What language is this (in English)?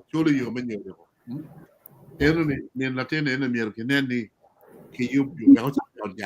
Acoli